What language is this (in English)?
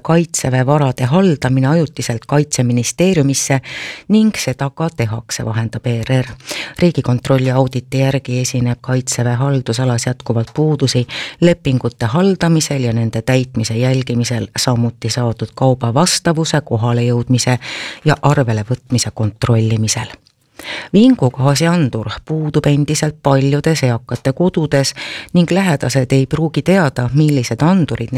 Estonian